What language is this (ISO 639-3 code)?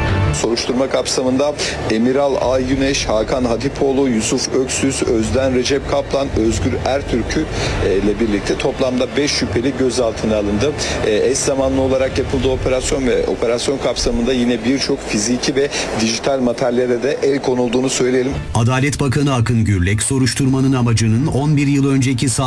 tur